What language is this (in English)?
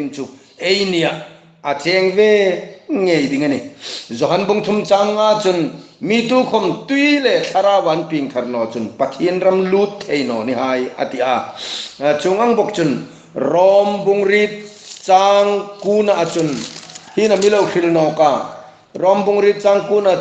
Hmar